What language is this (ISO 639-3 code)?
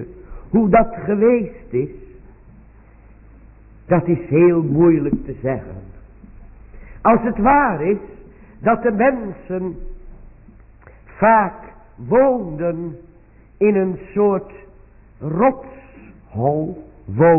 nld